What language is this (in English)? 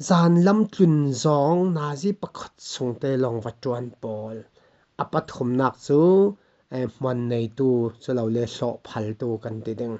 Falam Chin